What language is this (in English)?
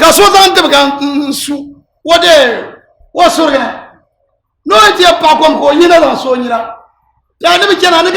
Dagbani